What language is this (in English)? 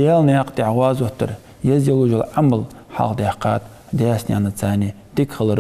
Ingush